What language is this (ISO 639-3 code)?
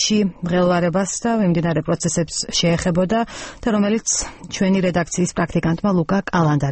kat